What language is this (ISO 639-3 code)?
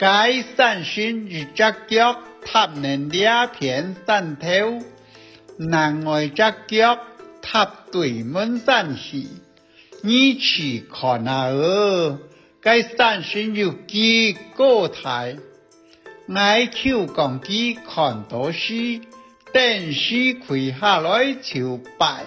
hak